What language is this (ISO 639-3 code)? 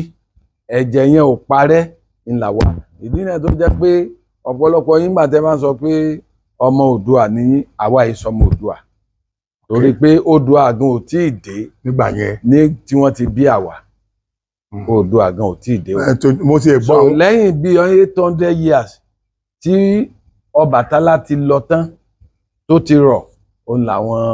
yor